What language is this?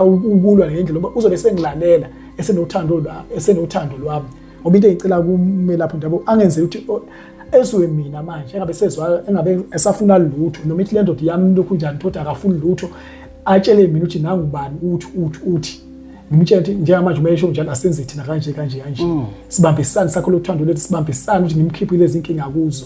Zulu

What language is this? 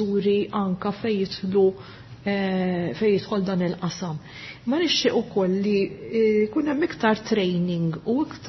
Maltese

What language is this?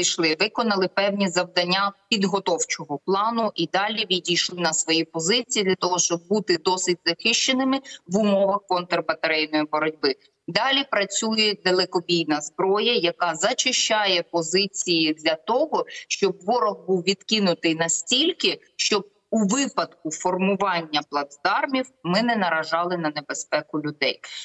Ukrainian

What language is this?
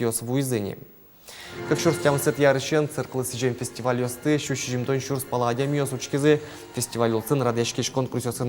Udmurt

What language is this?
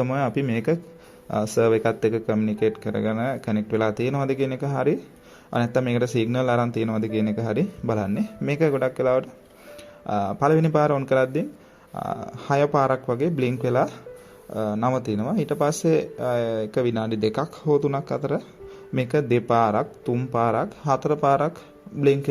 Sinhala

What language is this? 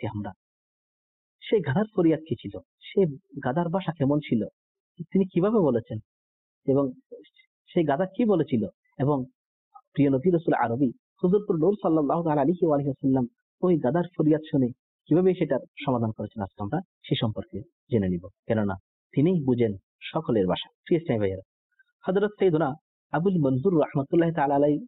Bangla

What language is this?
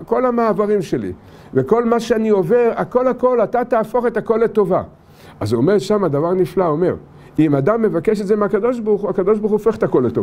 Hebrew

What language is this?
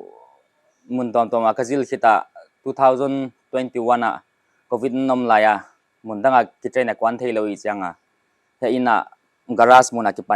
Paite Chin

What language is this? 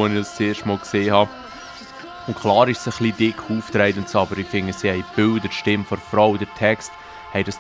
Swiss German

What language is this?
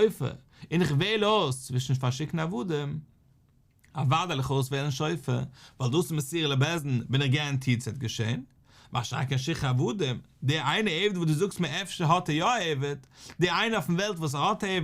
Yiddish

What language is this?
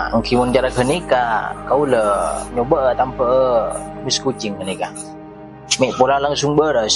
Madurese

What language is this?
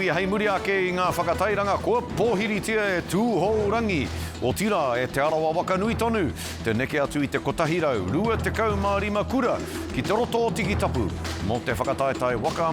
Māori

